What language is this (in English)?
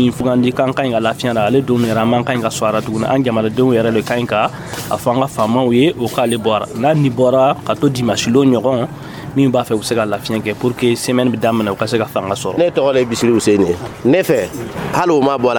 Dyula